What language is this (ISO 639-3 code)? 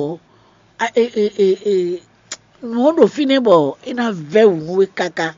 fon